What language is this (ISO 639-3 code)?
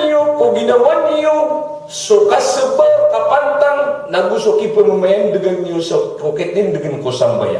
mrw